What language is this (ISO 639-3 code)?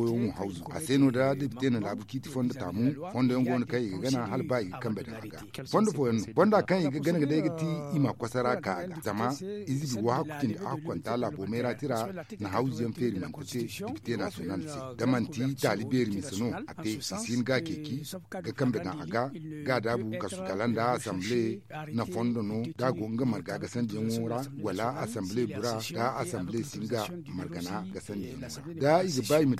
dje